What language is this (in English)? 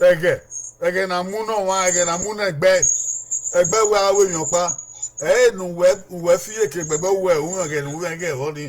Bini